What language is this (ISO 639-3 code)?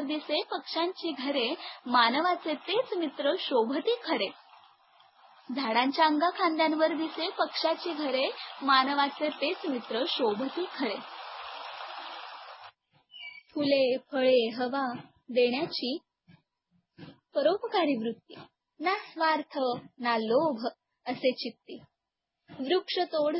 mar